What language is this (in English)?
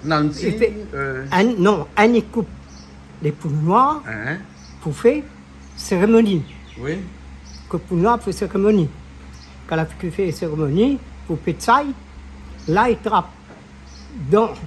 Réunion Creole French